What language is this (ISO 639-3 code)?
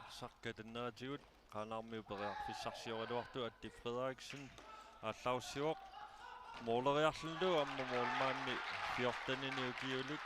kal